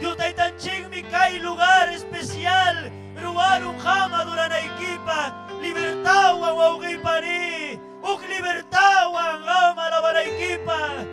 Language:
Ayacucho Quechua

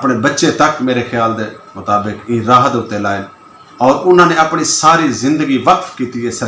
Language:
Saraiki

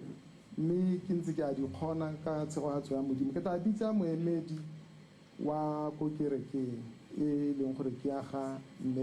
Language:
Tswana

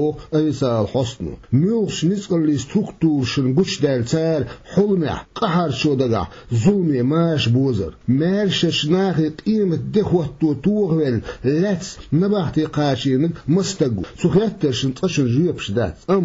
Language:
Chechen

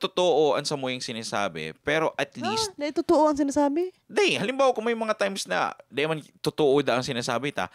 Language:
Bikol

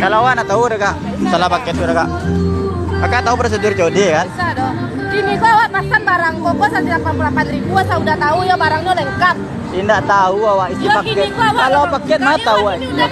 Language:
Minangkabau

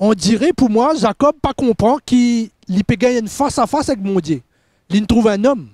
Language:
Morisyen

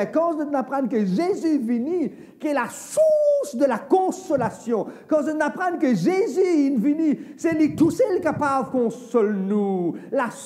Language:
Morisyen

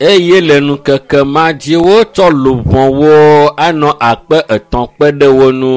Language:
Ewe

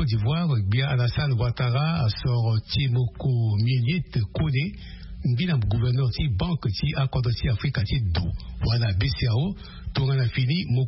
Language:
Sango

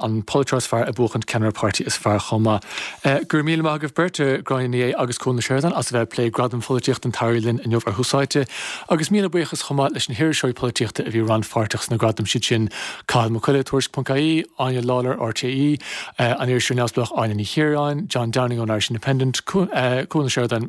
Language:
Irish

